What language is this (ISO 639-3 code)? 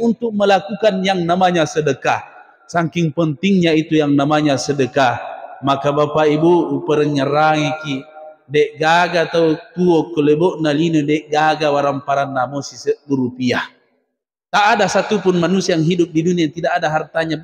bug